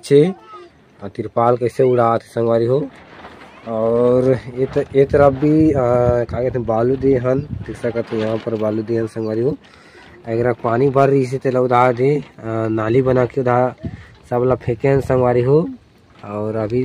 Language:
Chhattisgarhi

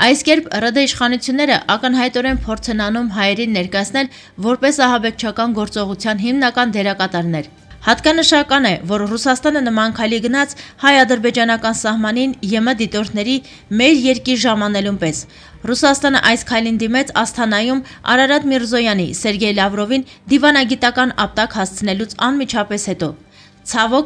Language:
Armenian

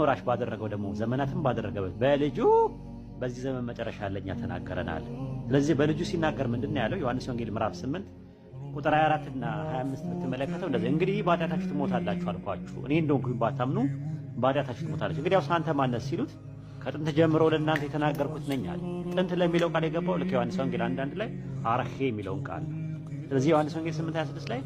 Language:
Amharic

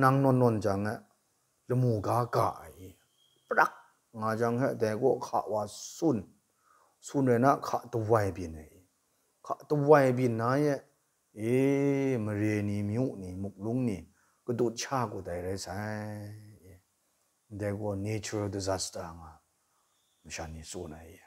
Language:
Kachin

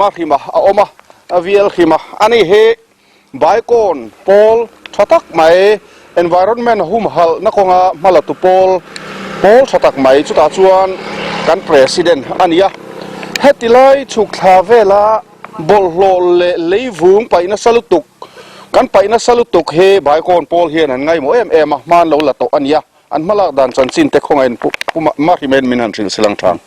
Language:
Mizo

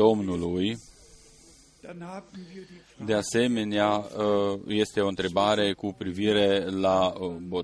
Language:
Romanian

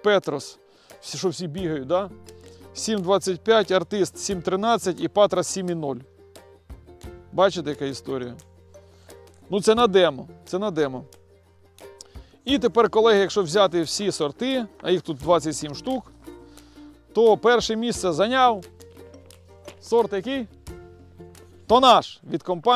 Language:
Ukrainian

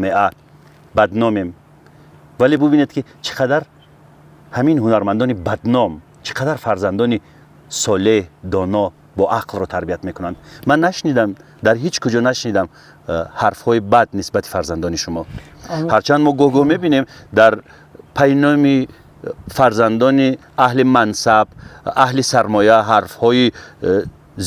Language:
Tajik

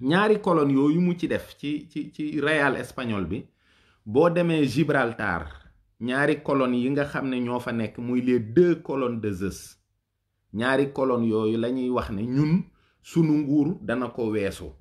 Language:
Wolof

